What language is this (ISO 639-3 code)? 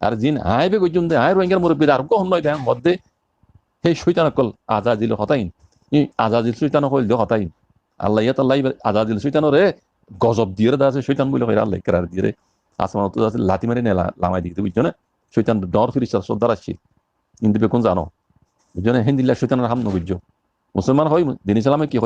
rhg